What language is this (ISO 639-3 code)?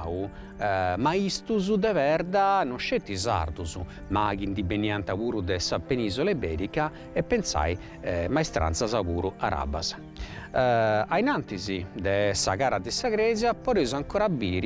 srd